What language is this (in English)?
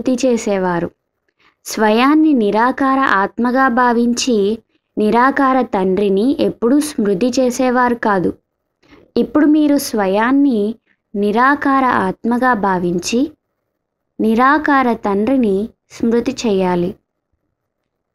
Telugu